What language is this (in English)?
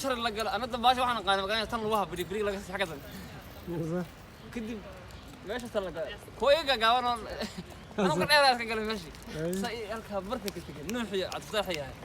Somali